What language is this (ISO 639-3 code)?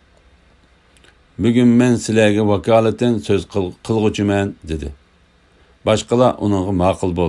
uig